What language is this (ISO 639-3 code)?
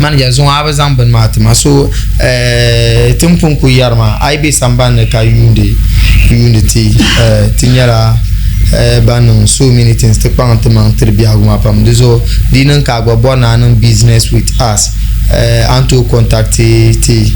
dag